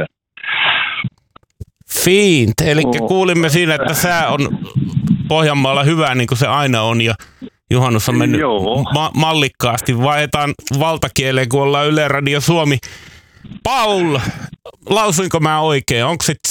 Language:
Finnish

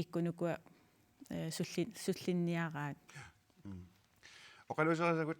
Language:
Kalaallisut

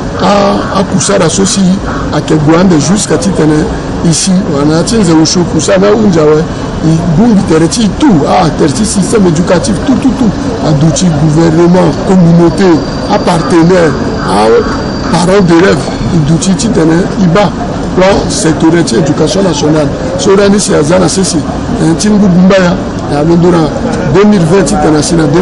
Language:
Sango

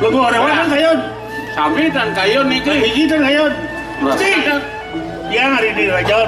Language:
Balinese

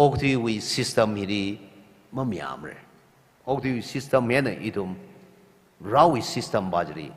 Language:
Tangkhul Naga (India)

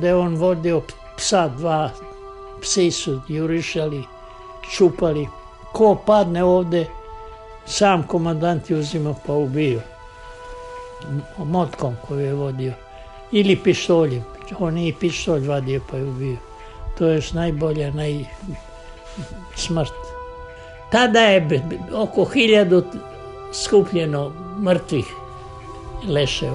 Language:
Serbian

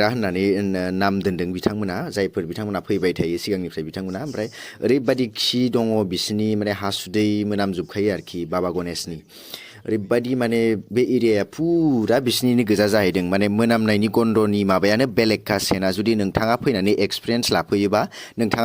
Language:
Bodo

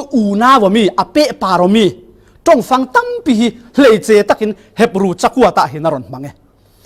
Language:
Falam Chin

